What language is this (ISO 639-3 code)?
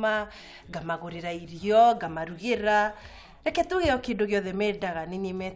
kik